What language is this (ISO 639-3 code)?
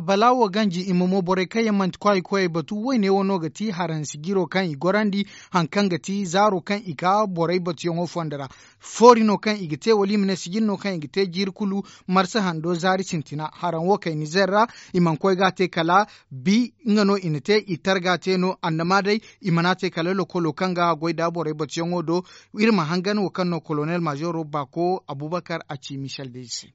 dje